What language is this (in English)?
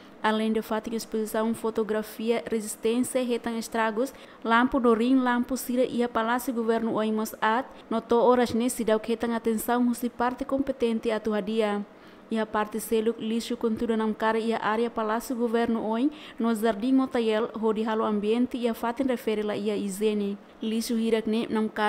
Tetum